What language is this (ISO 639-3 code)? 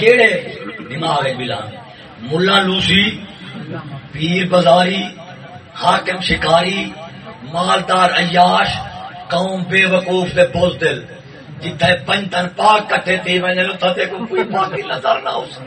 skr